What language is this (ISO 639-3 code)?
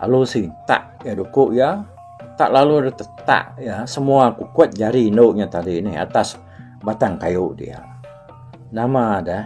iba